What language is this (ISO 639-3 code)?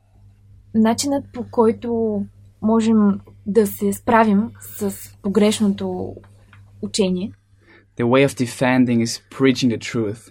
bul